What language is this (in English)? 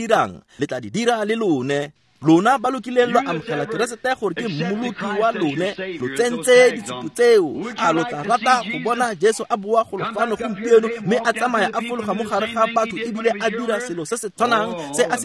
Tswana